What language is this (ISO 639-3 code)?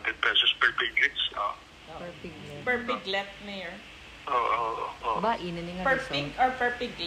hil